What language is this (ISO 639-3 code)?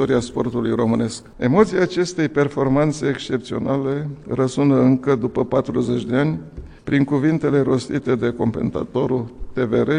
ron